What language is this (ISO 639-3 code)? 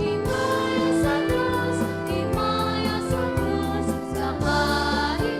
hil